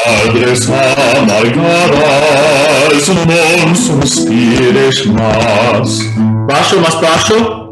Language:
Ladino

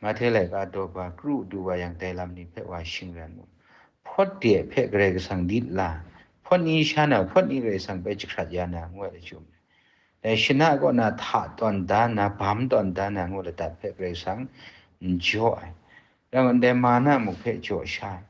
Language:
Kachin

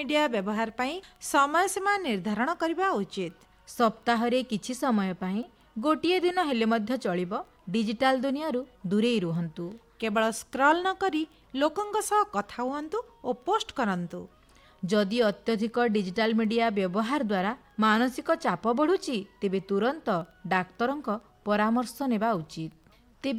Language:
Odia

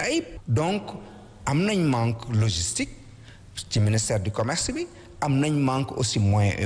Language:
Wolof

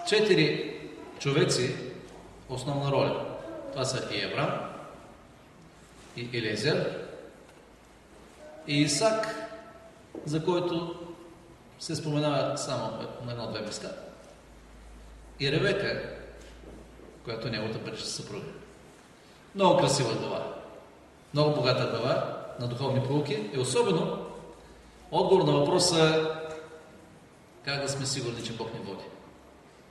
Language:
Bulgarian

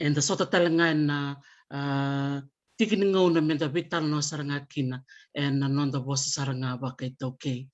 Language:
Fijian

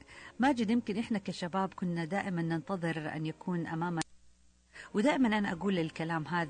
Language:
Najdi Arabic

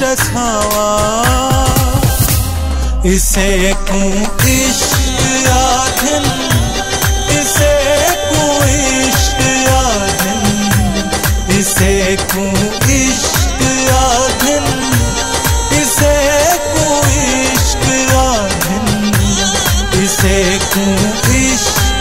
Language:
Hindi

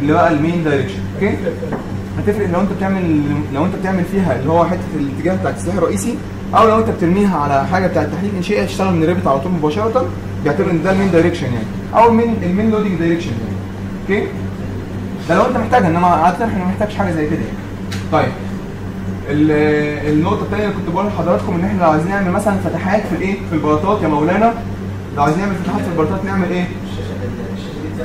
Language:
Egyptian Arabic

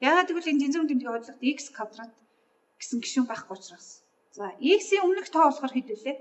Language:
Mongolian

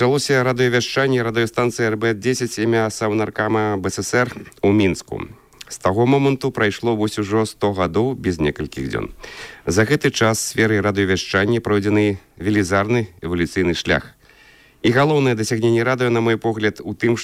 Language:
Belarusian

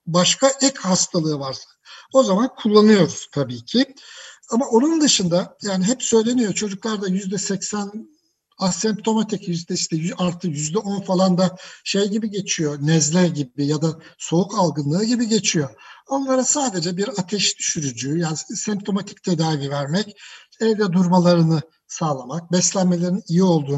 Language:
Turkish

